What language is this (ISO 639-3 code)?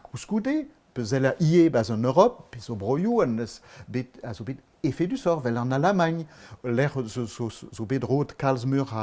bre